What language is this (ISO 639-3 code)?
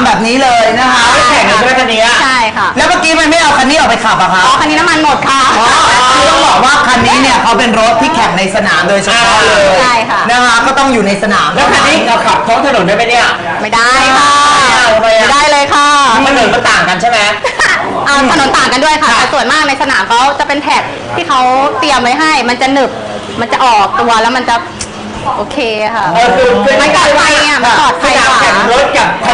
tha